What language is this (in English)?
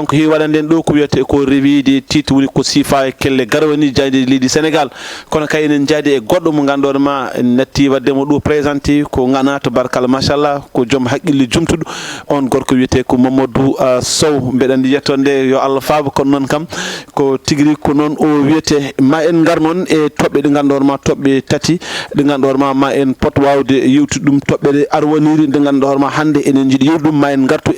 Fula